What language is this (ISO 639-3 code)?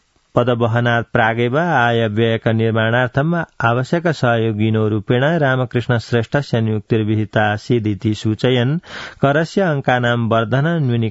san